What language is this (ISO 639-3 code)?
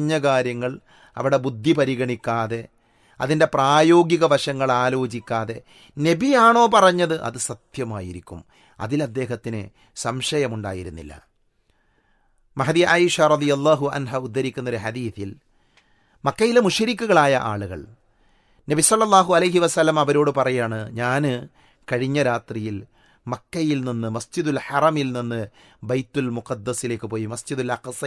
mal